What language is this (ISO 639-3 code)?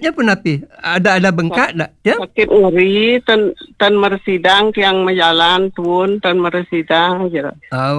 ban